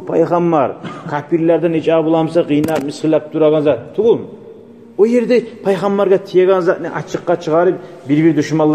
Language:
Kumyk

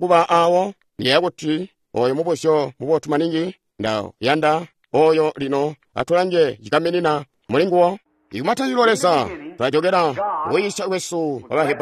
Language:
Tonga (Zambia)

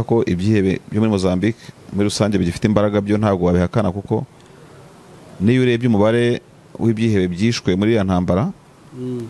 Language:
Kinyarwanda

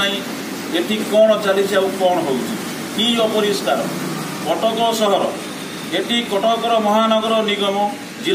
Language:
Odia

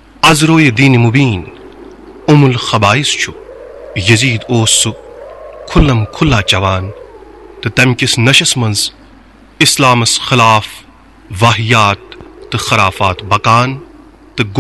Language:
Kashmiri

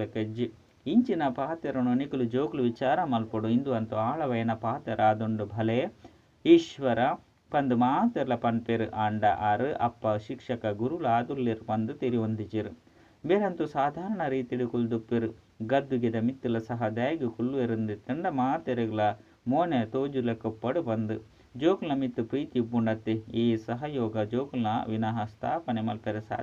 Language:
Tulu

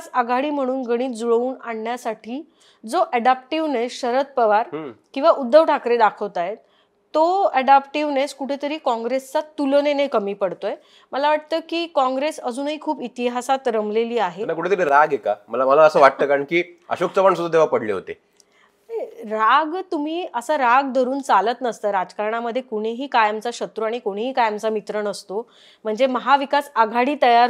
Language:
Marathi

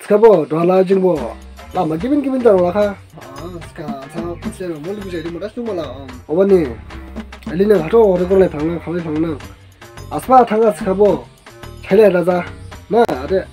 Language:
Dimasa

